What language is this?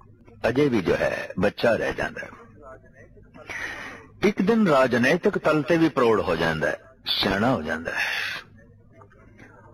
Punjabi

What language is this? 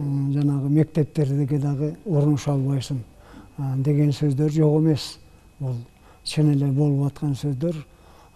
Kyrgyz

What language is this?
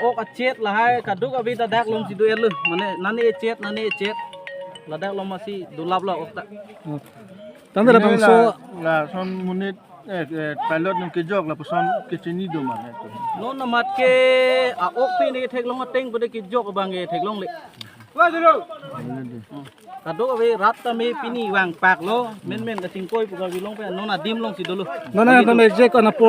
Karbi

